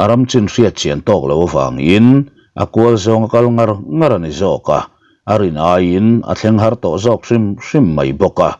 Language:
Mizo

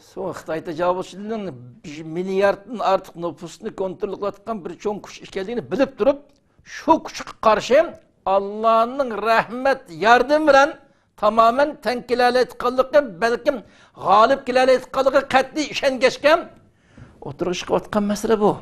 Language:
Uyghur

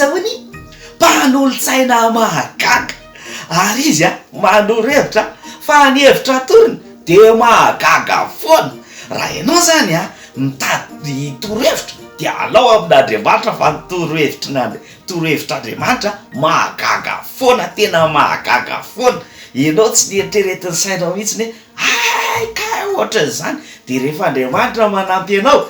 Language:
Malagasy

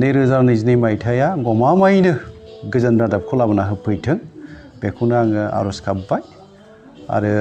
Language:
Bodo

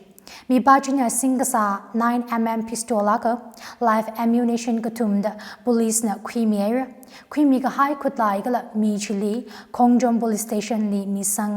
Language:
Tangkhul Naga (India)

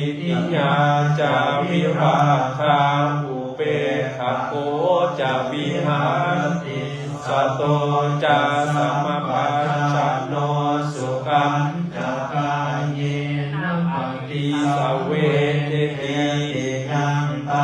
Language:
Pali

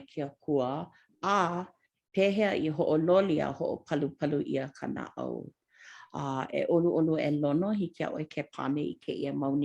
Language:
Hawaiian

